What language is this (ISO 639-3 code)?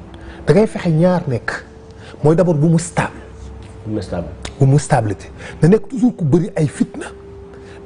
wol